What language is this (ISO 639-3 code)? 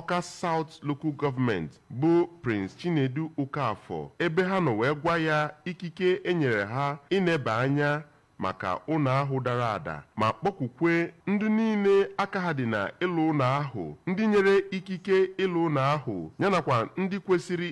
ibo